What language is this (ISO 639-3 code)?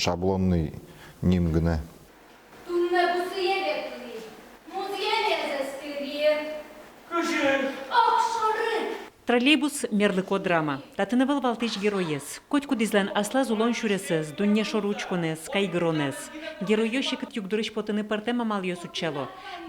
udm